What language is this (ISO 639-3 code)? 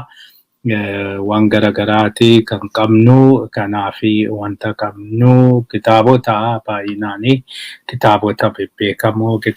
orm